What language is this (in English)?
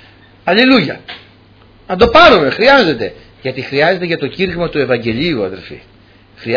Greek